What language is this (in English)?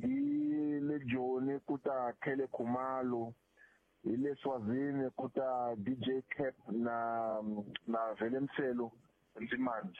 Tsonga